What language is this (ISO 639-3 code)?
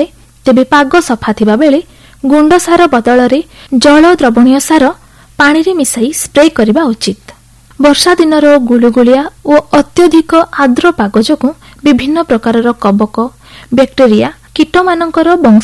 ori